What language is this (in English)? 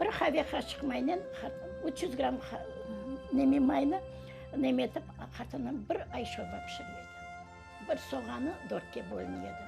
Crimean Tatar